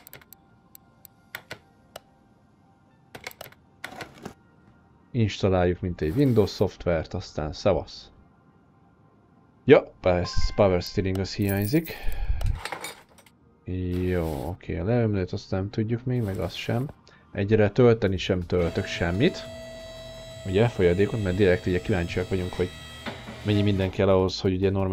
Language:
Hungarian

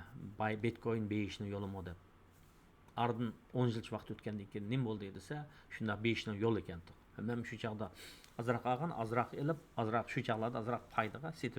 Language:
Uyghur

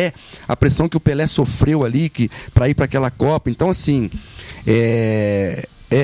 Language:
Portuguese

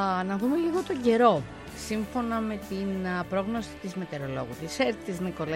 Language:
Greek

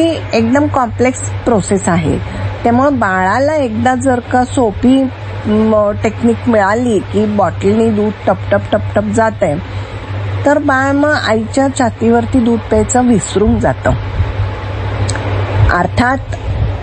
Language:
Marathi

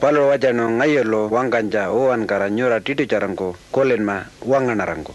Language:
Pitjantjatjara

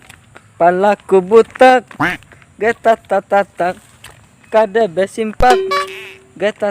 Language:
Banjar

